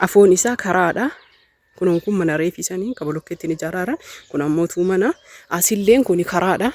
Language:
Oromo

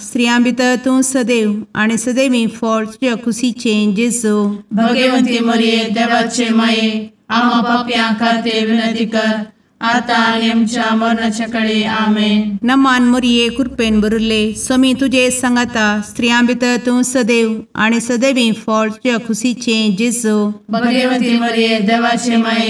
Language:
Konkani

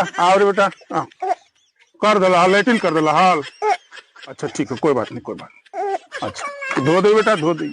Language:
Magahi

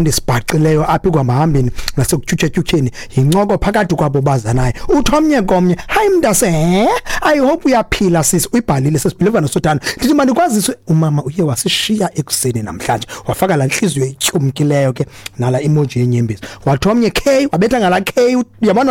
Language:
Xhosa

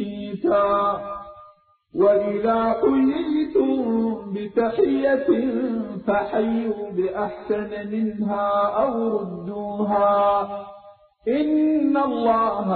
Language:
Arabic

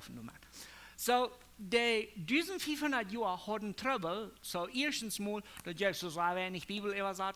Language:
Plautdietsch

